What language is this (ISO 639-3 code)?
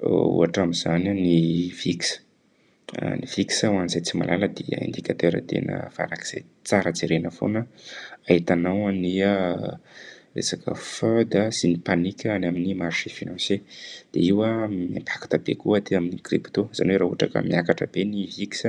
mlg